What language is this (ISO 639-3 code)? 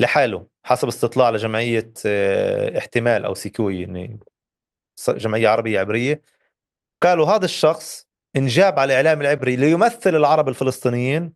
apc